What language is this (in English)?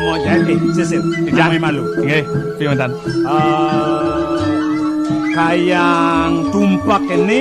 Balinese